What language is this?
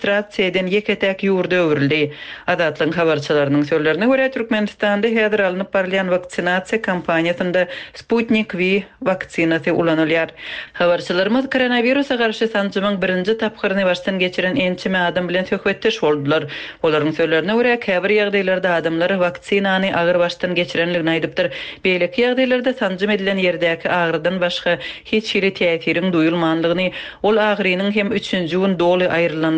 Turkmen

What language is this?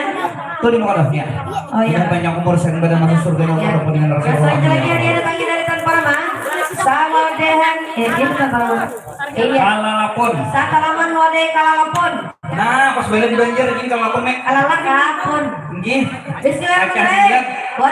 Banjar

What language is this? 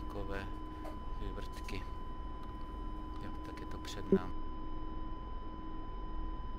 Czech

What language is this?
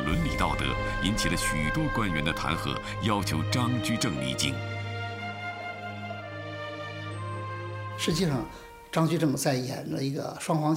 Chinese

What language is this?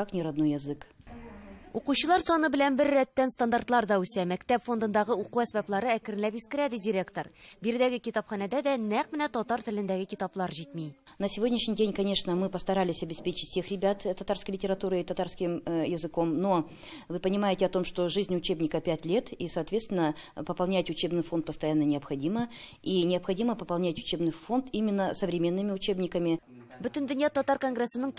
Tatar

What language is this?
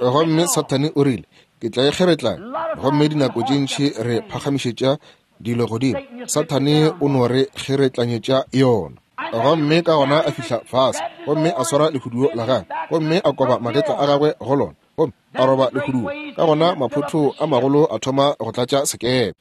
Northern Sotho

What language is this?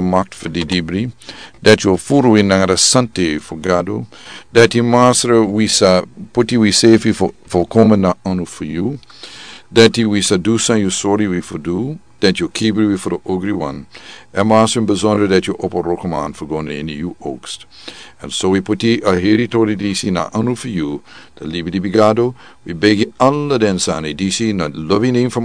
Sranan Tongo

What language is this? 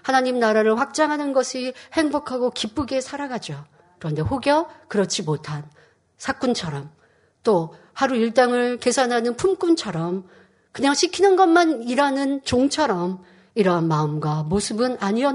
Korean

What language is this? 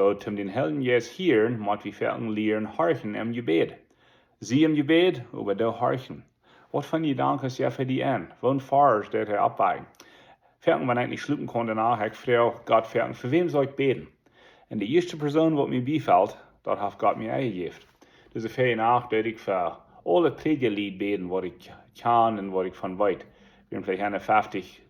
Plautdietsch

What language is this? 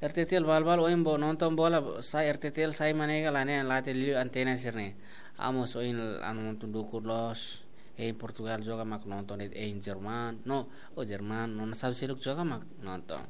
Tetum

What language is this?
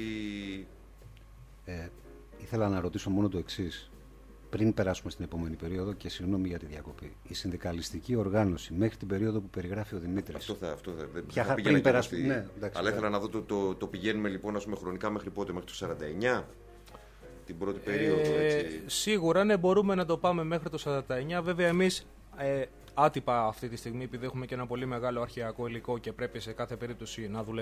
Greek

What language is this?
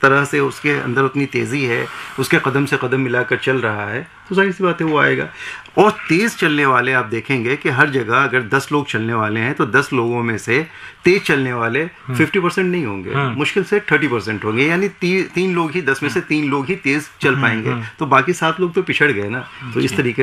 Hindi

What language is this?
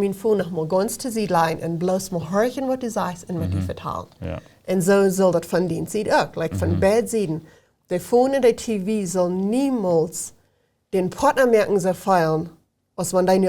Plautdietsch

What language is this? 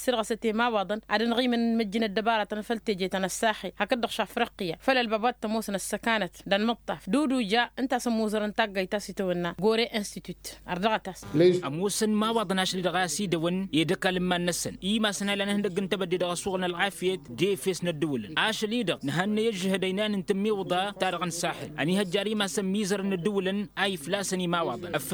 Tamasheq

